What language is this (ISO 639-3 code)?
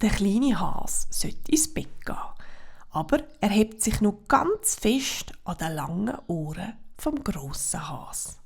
gsw